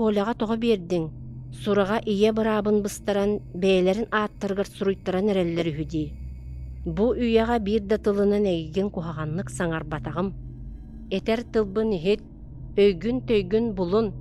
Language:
Yakut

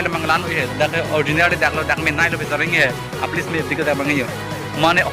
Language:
Karbi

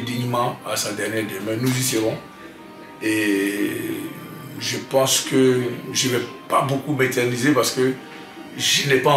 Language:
French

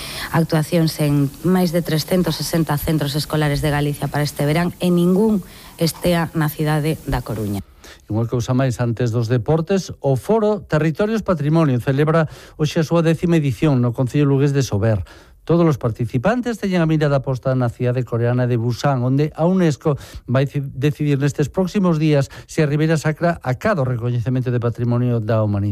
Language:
Galician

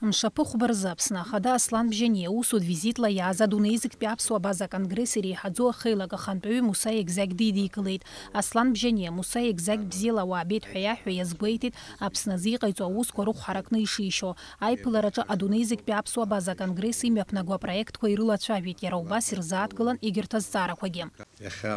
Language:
Abkhazian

